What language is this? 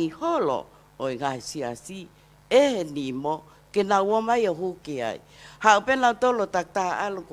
Tongan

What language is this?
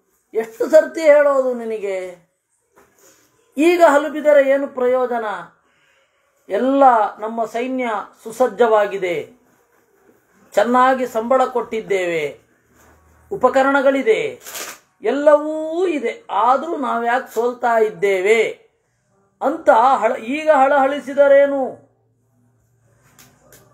Kannada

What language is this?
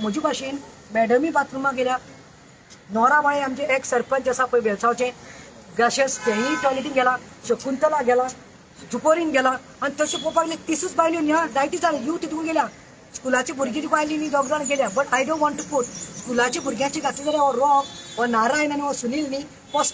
Konkani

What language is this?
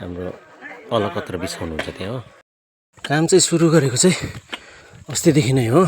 Nepali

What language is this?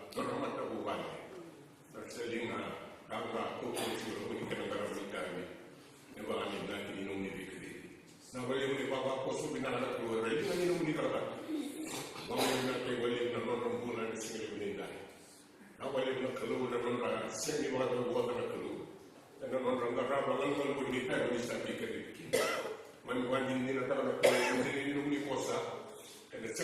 Fijian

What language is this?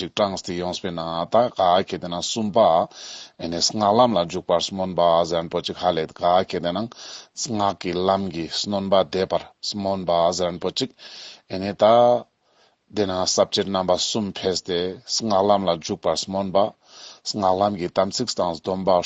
Ladakhi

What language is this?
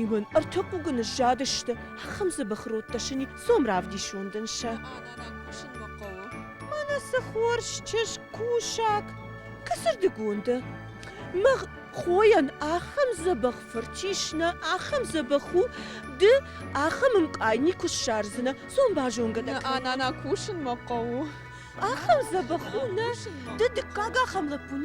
Ossetic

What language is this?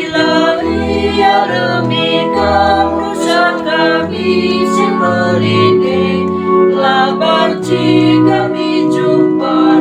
Batak Karo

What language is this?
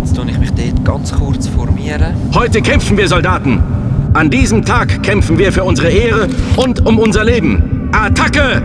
Swiss German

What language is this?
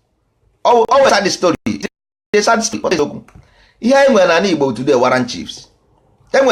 Igbo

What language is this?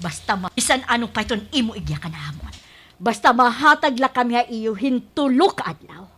Waray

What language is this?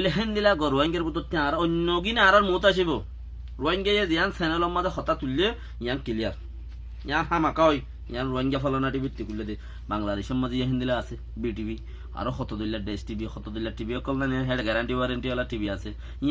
Rohingya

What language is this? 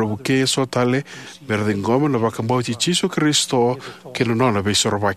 Fijian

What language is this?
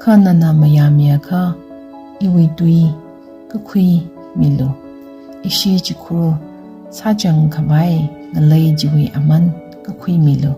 Tangkhul Naga (India)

